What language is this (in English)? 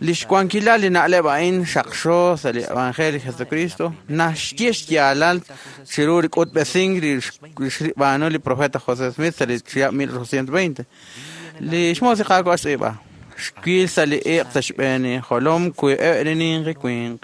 Kekchí